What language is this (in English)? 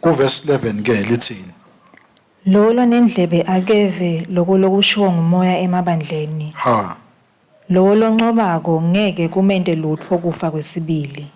Swati